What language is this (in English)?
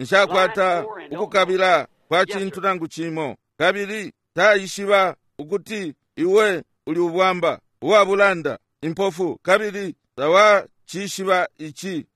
Bemba